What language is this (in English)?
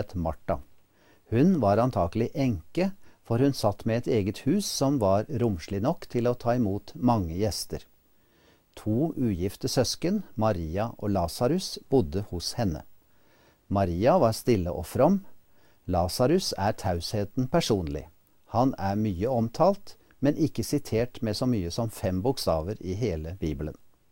Norwegian